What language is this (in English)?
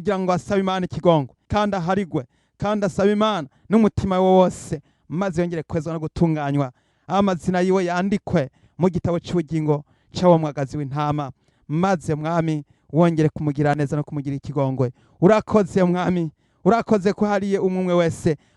Rundi